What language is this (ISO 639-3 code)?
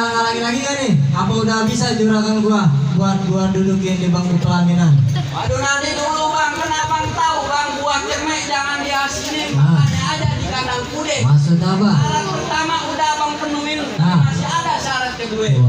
bew